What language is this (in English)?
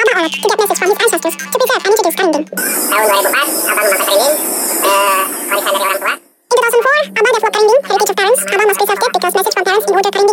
Indonesian